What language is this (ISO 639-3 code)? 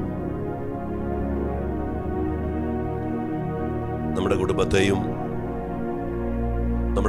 mal